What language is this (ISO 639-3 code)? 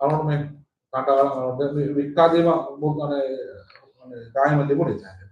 div